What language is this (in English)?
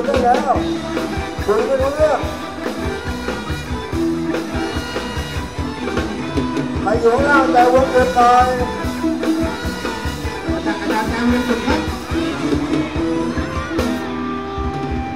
Thai